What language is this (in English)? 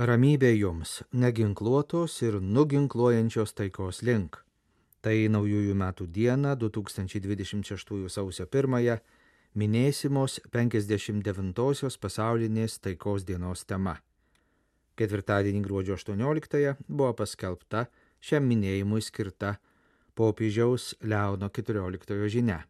Lithuanian